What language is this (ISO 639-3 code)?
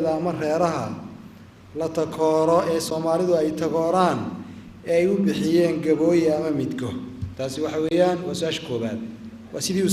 som